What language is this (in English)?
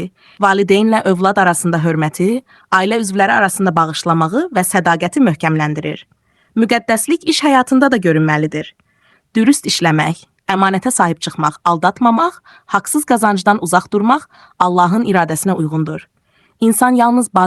Azerbaijani